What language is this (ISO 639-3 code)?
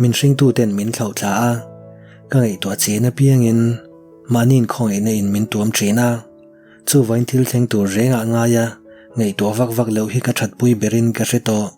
lus